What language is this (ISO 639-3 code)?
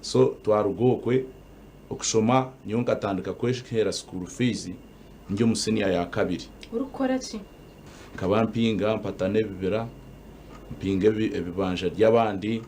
nyn